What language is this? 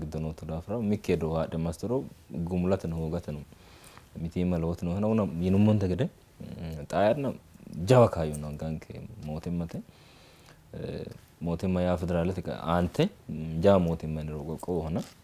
Sidamo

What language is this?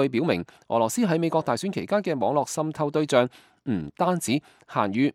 Cantonese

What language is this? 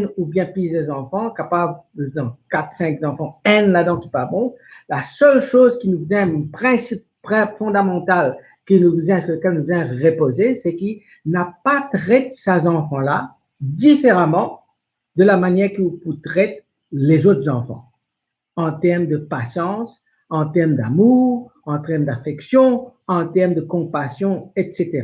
Morisyen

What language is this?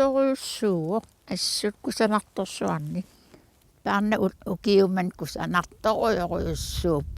Kalaallisut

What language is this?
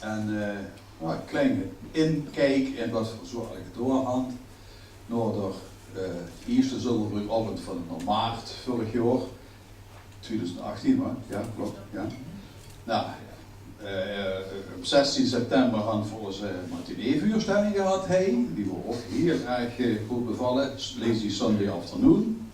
Limburgish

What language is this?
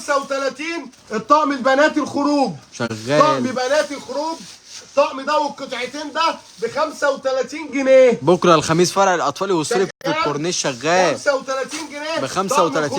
Egyptian Arabic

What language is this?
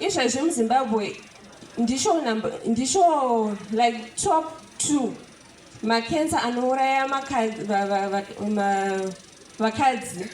Shona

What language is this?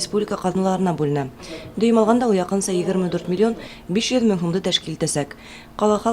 Bashkir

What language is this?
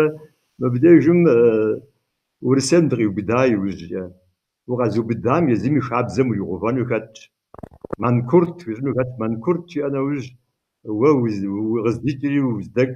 Kabardian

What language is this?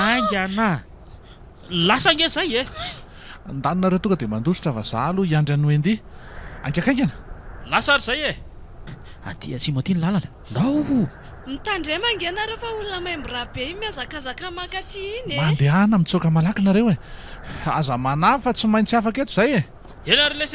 Malagasy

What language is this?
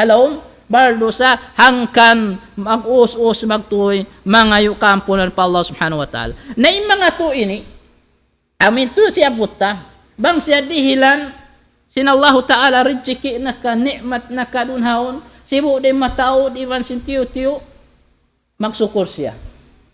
Tausug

